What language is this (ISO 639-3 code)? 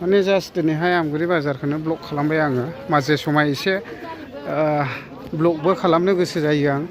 brx